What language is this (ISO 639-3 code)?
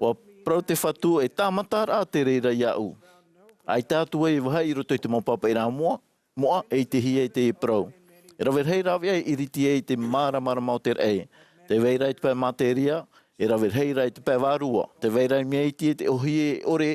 tah